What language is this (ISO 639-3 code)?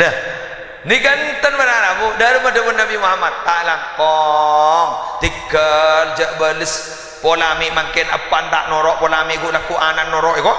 mad